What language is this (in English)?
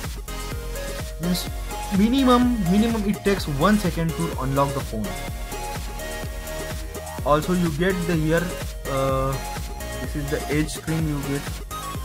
English